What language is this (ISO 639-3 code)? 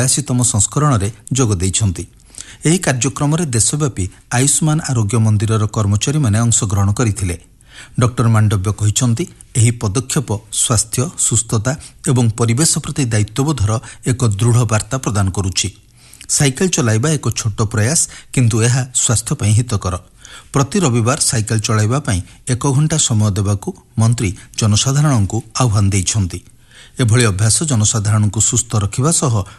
ori